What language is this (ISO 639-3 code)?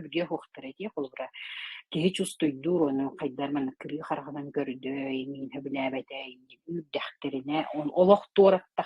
sah